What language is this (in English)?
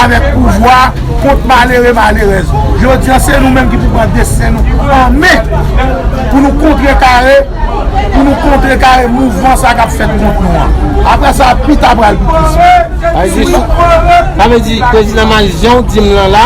Haitian Creole